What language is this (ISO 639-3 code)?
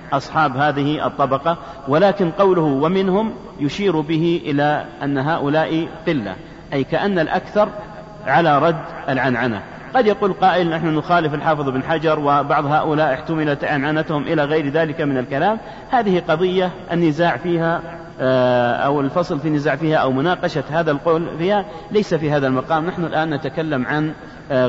ara